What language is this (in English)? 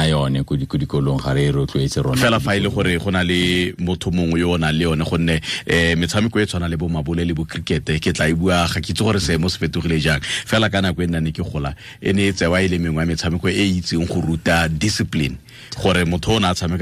Tswana